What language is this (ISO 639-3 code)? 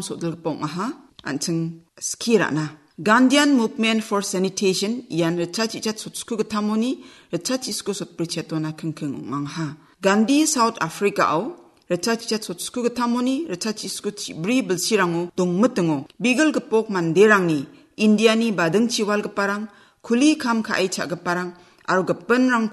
grt